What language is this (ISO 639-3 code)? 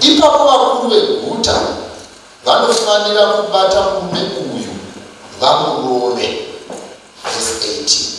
sna